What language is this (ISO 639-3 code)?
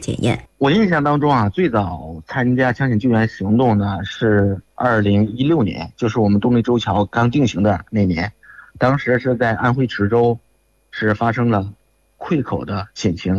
zho